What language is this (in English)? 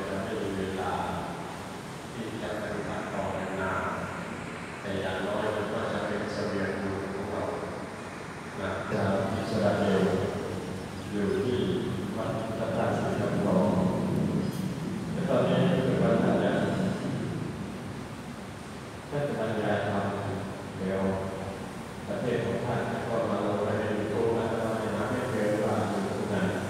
Thai